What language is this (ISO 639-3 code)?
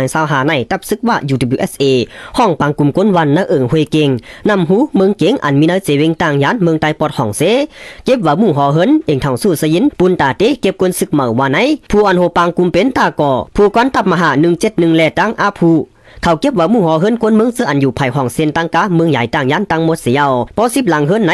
shn